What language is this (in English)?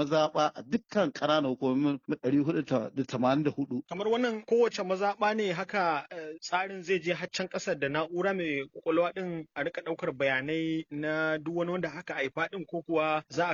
Hausa